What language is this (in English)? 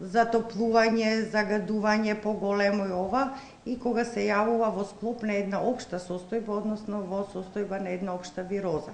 Macedonian